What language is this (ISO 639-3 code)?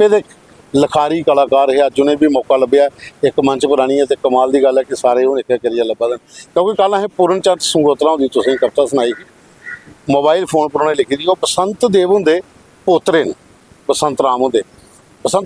doi